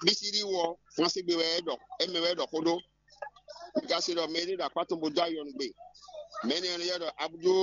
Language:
Fon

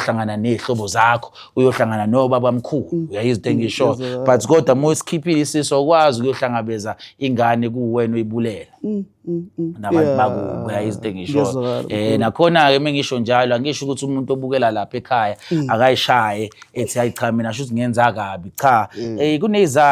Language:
Zulu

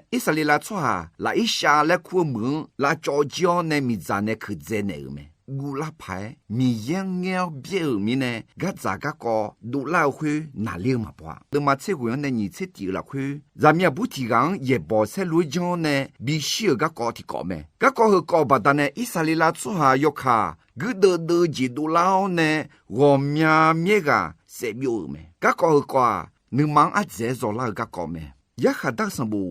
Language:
Akha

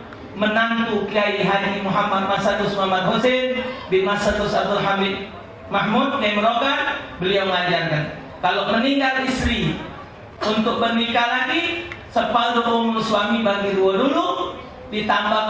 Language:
Musi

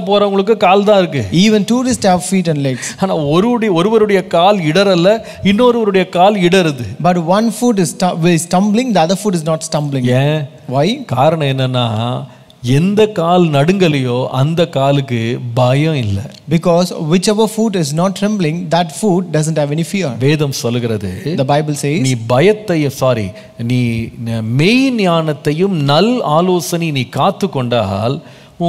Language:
Tamil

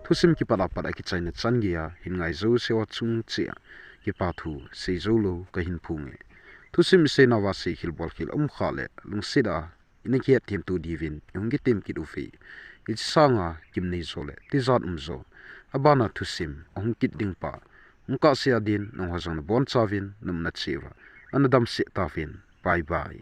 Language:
Thado Chin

